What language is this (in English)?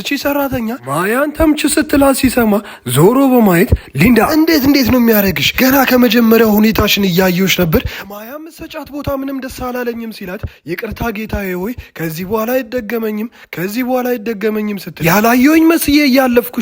Amharic